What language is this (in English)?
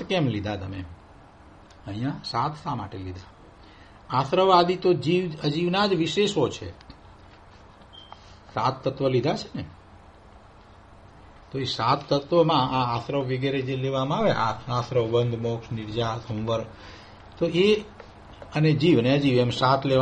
Gujarati